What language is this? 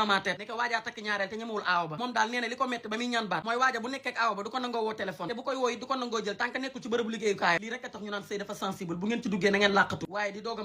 Wolof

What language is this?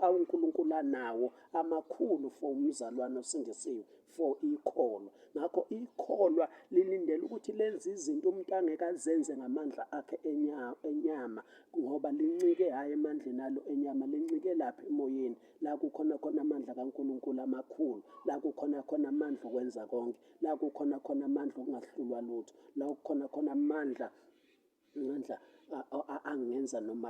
Zulu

